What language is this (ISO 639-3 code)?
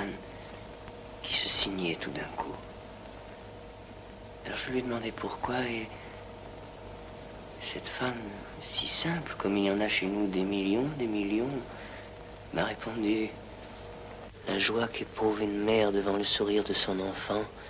fra